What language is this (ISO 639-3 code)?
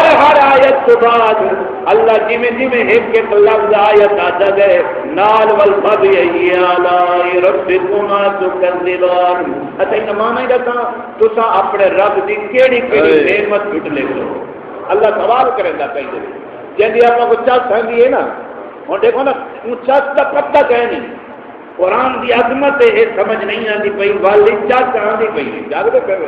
skr